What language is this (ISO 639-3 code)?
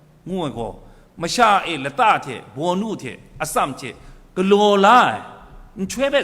kac